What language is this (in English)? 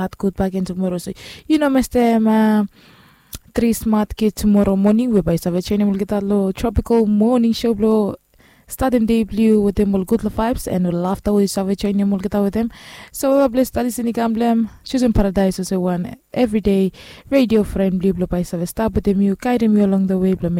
Bislama